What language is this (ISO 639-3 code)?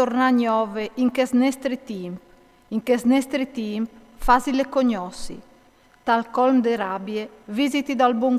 fur